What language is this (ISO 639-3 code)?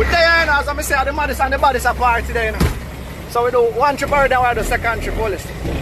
jam